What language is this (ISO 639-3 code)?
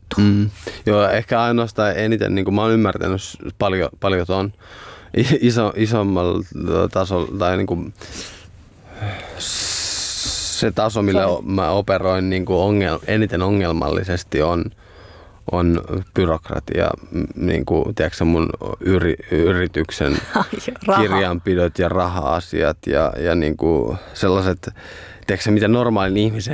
fin